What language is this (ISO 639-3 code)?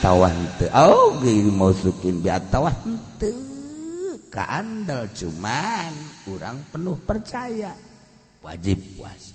sun